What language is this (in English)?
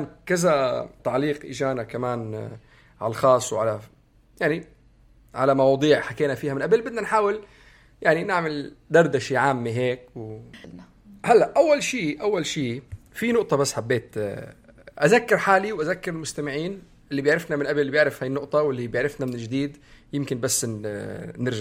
North Levantine Arabic